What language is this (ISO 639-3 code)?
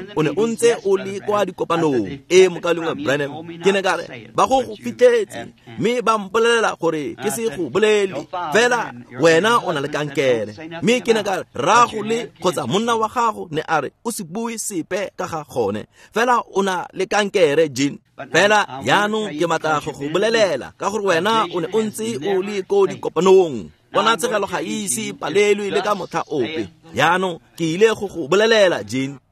tsn